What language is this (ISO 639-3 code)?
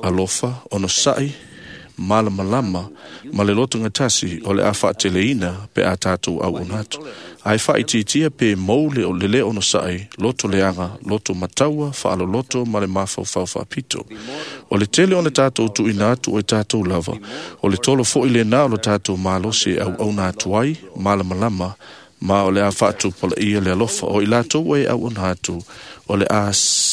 smo